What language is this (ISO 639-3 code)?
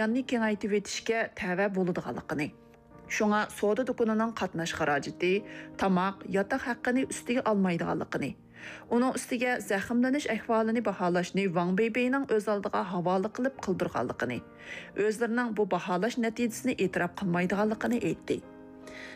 uig